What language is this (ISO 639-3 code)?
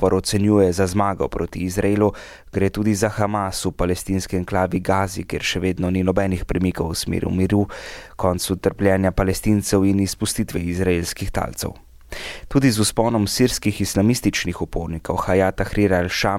slv